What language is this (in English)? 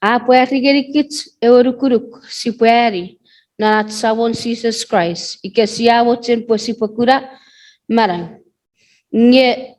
Chuukese